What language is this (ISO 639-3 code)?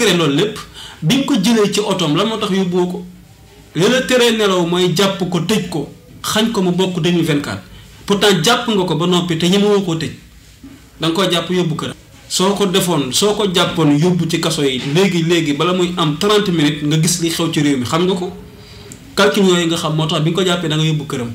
wol